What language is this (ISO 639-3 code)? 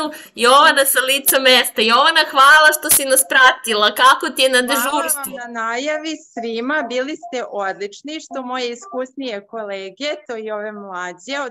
srp